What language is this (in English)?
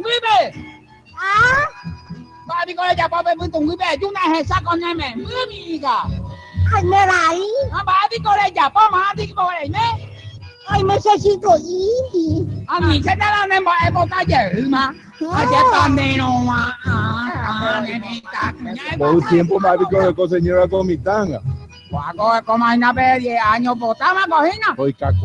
Guarani